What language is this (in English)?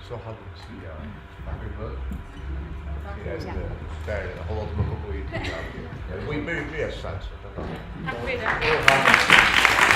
Faroese